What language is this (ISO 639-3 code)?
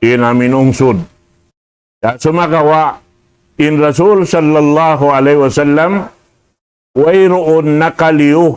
tsg